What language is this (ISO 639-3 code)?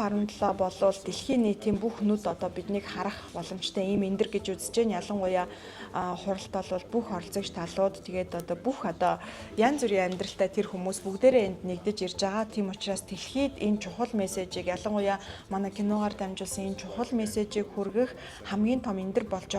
mon